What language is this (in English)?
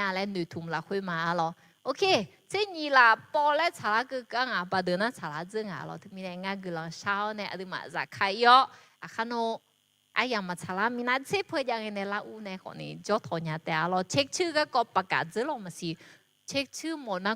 Akha